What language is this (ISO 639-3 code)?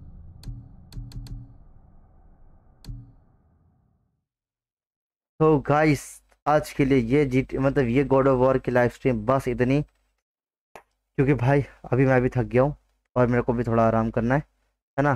hin